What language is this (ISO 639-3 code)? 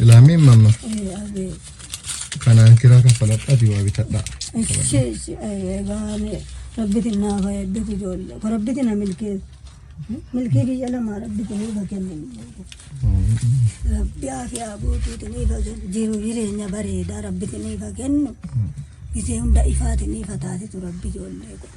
orm